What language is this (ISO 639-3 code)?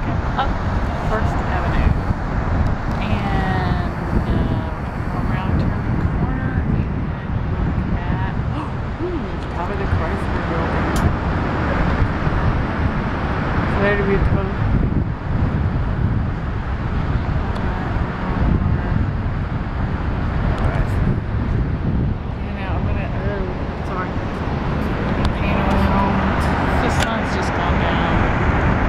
eng